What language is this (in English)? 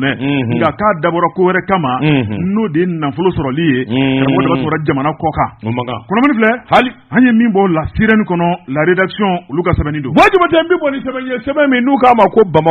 Bambara